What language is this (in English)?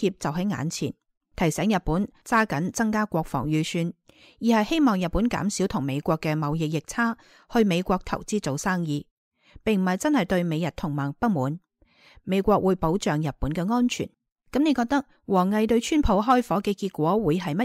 Cantonese